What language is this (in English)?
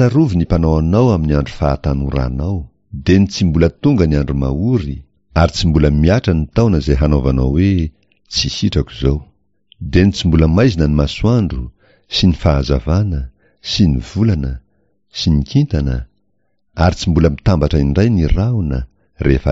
Malagasy